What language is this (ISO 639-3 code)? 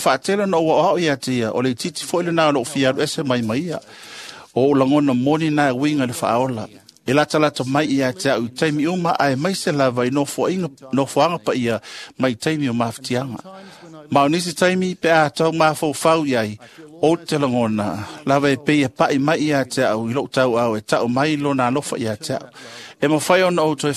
smo